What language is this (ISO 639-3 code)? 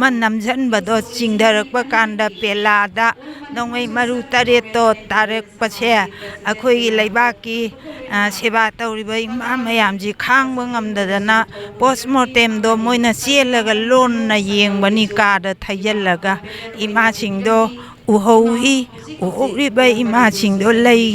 mni